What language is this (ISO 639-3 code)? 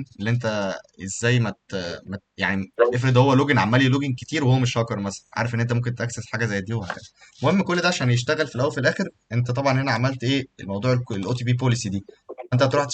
arz